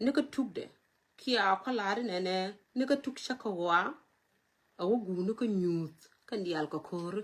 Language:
Nuer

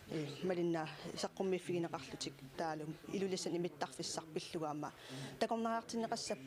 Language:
Kalaallisut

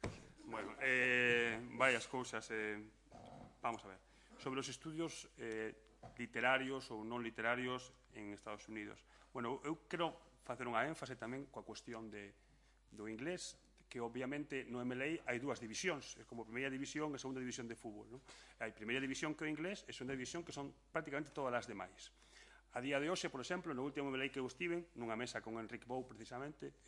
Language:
Galician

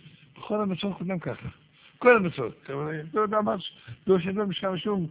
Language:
Hebrew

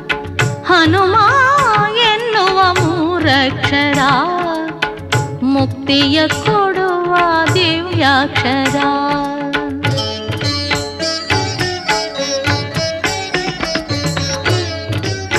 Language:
Kannada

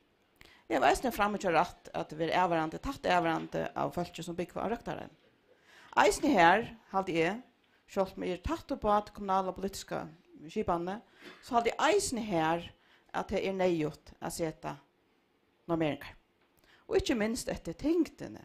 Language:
Faroese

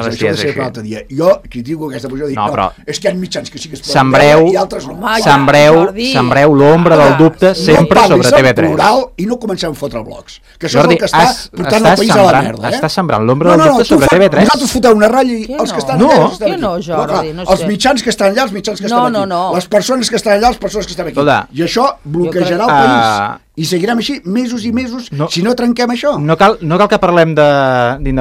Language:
Catalan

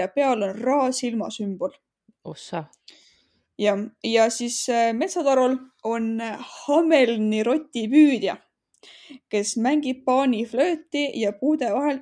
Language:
Estonian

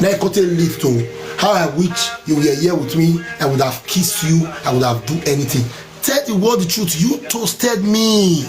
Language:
Nigerian Pidgin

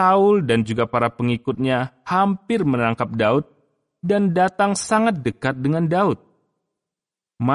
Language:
Indonesian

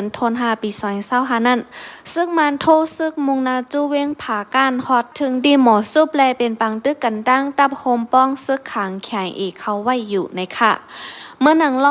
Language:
Shan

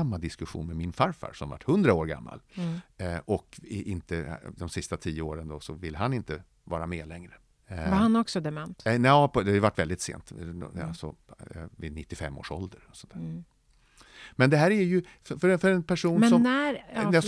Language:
Swedish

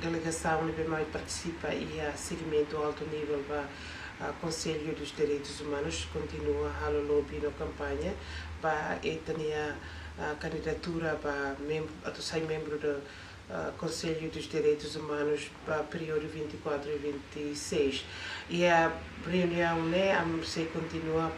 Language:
Tetum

